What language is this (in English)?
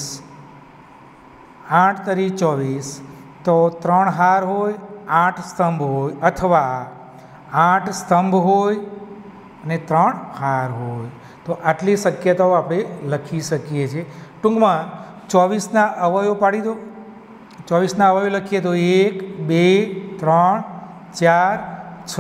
Gujarati